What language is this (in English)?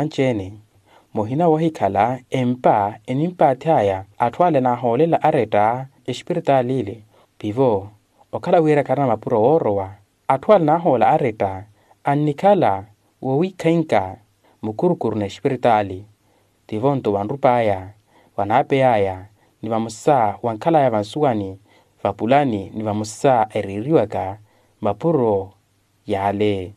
Makhuwa